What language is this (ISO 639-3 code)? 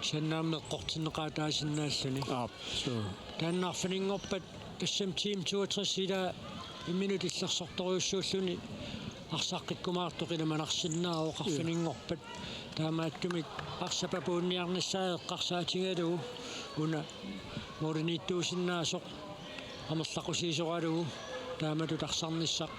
kal